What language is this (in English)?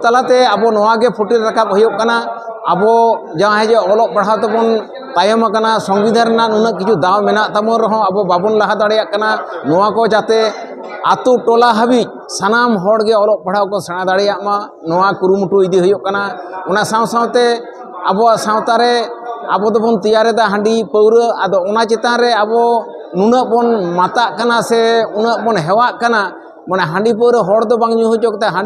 Santali